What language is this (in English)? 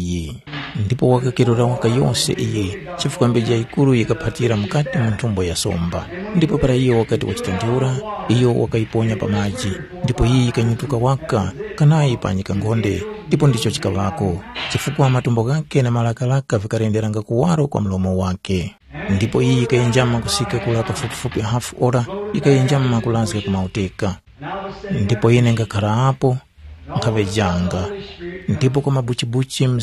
Tumbuka